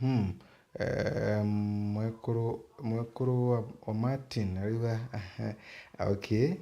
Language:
Meru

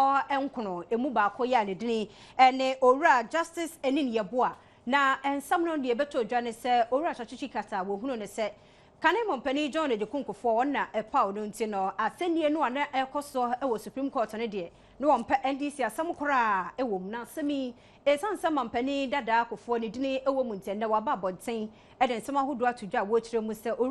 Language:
Akan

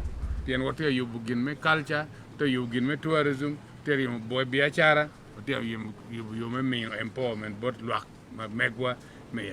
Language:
Acoli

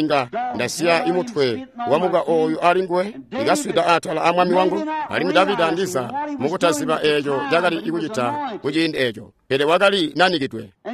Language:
Tonga (Zambia)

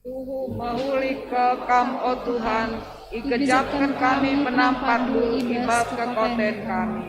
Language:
Batak Karo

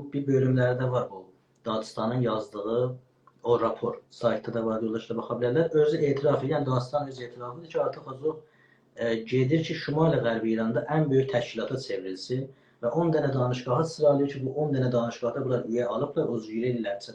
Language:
South Azerbaijani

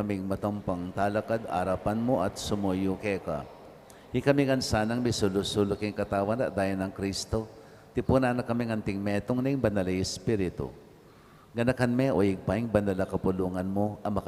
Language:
Pampanga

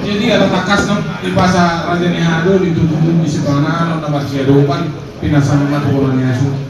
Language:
Batak Toba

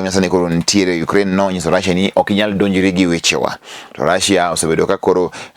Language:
Luo (Kenya and Tanzania)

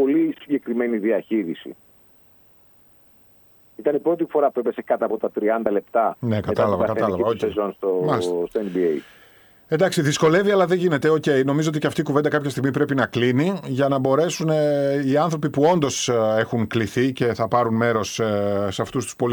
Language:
Greek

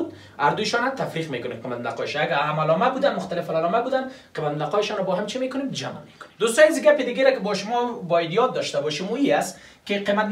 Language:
Persian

